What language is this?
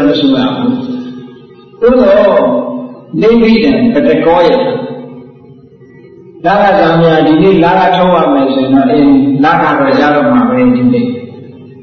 Burmese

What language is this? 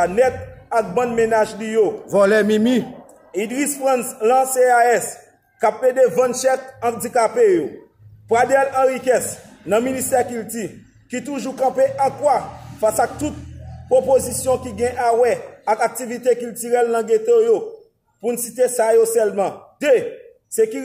Haitian Creole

